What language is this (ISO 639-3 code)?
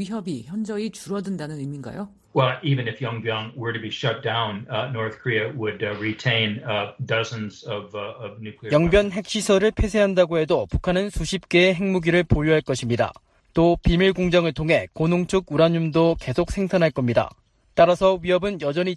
kor